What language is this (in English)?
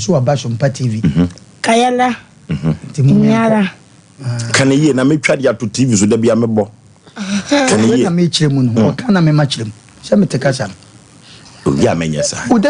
Akan